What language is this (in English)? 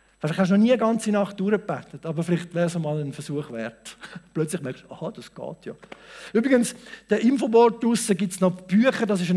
Swiss German